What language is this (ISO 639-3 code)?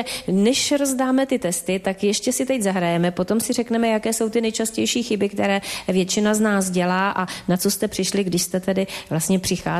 ces